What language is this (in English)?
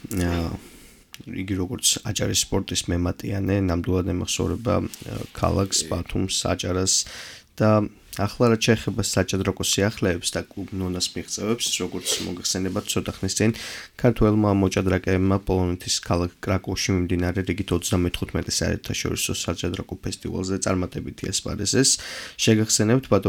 Georgian